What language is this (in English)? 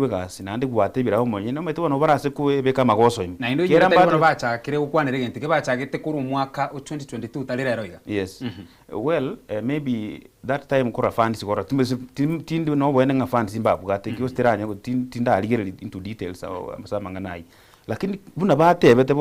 Gusii